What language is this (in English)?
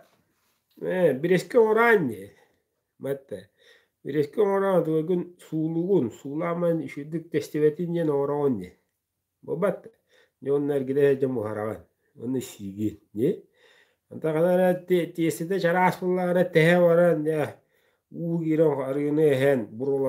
Yakut